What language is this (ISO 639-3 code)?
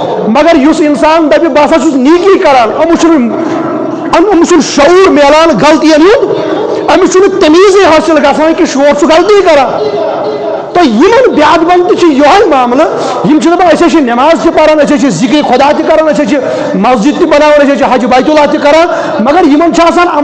kas